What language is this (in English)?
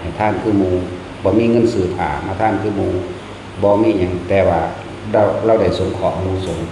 Northeastern Thai